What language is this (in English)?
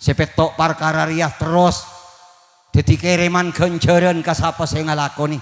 Madurese